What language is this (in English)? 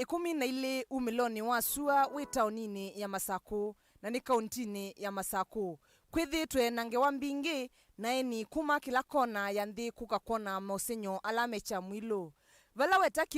Kamba